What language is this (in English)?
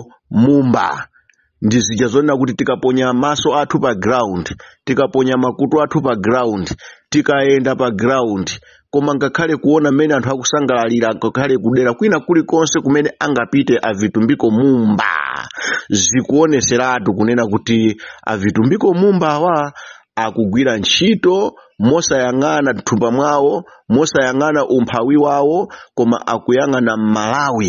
Nyanja